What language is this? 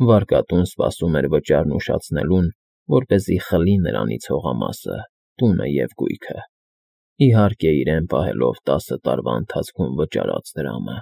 Armenian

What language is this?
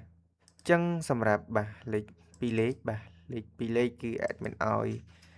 Khmer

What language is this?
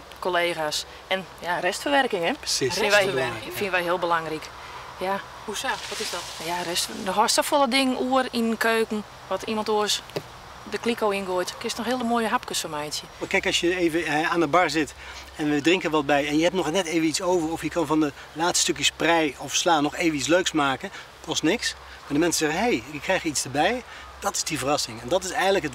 Western Frisian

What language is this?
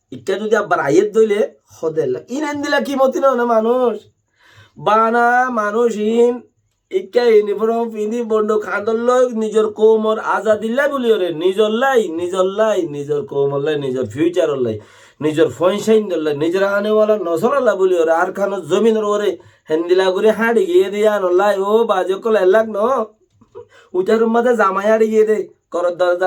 Rohingya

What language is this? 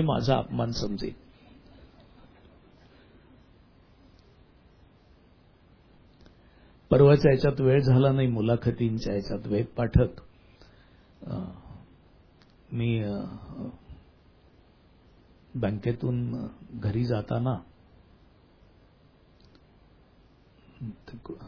Marathi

